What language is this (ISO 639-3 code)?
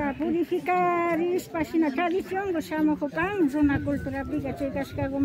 qvi